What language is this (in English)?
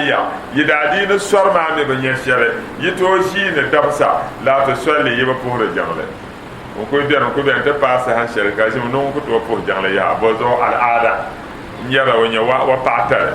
Dagbani